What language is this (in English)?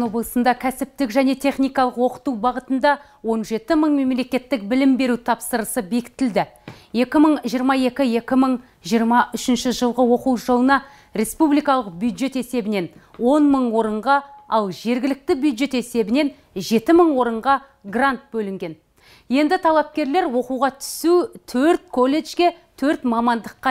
Kazakh